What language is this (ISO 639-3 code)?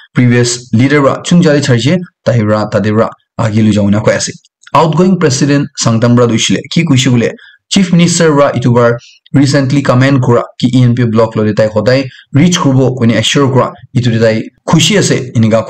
nag